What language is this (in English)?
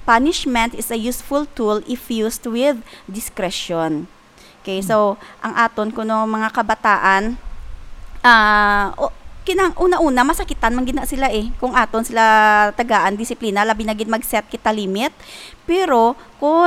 Hiligaynon